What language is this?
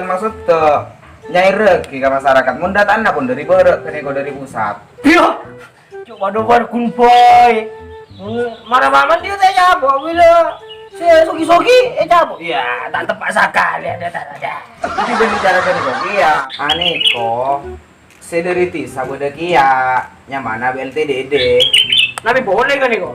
Madurese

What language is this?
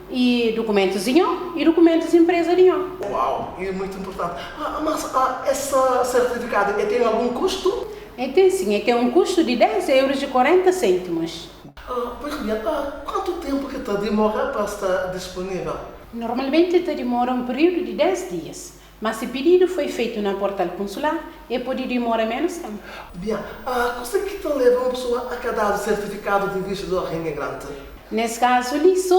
Kabuverdianu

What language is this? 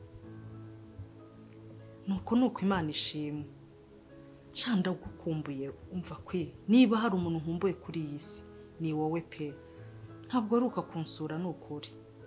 Kinyarwanda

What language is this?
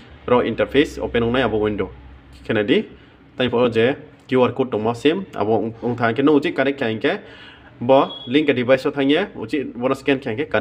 Riang (India)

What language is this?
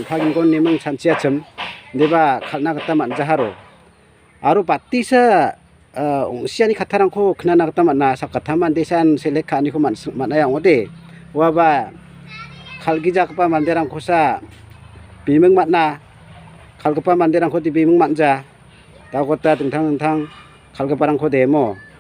Garo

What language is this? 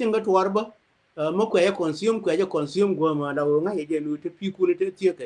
Nuer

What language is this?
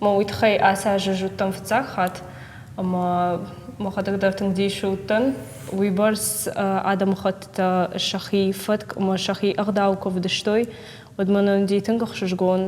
Ossetic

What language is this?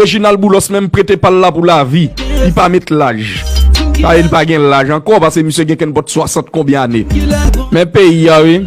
Haitian Creole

